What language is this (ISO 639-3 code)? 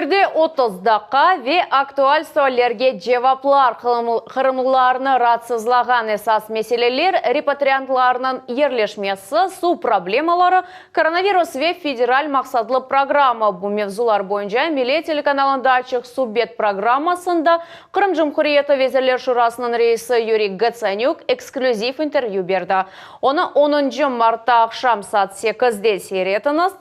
crh